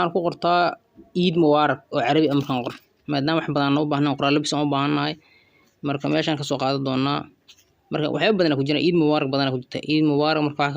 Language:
Somali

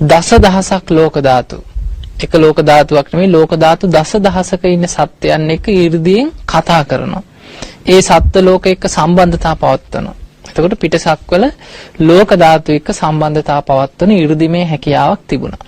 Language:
Sinhala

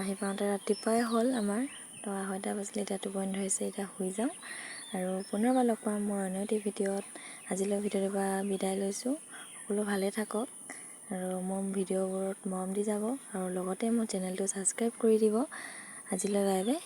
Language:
Assamese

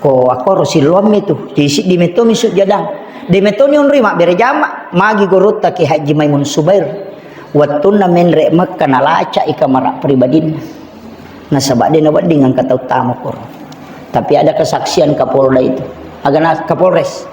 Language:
Buginese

